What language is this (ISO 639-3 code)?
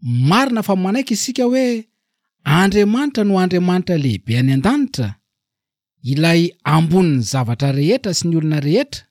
mlg